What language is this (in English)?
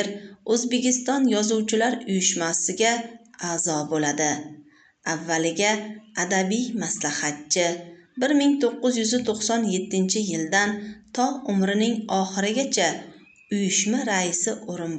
Uzbek